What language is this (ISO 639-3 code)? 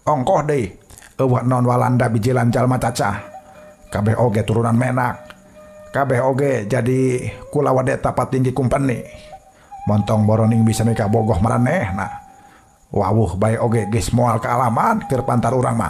sun